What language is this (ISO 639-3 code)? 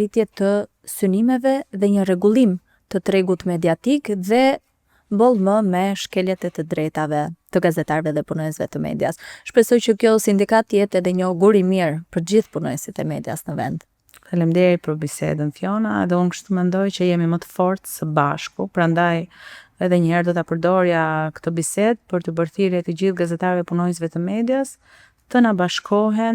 sqi